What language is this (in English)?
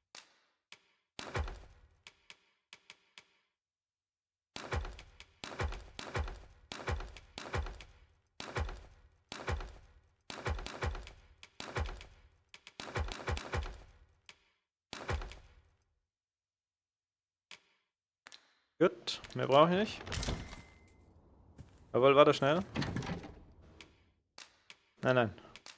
German